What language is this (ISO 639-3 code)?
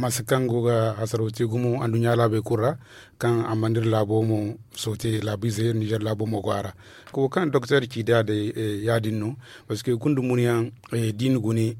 dje